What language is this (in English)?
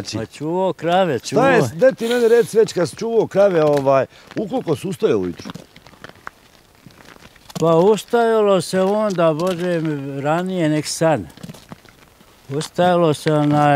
Bosnian